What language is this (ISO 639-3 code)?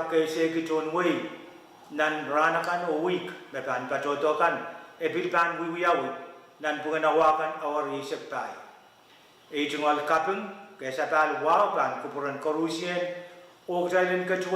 pon